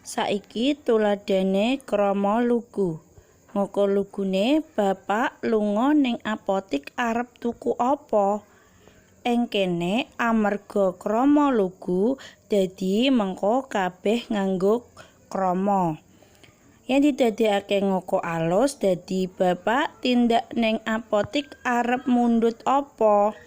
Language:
Javanese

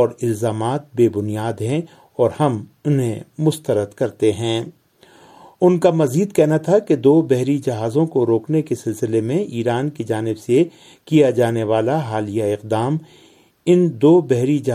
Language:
Urdu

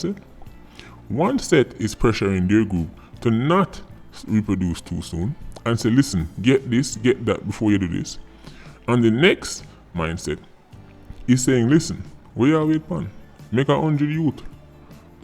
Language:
Jamaican Creole English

